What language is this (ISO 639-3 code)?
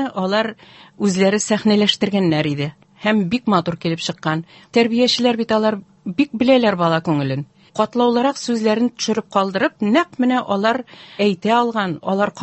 tat